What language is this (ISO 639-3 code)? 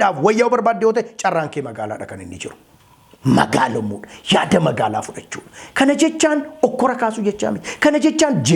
orm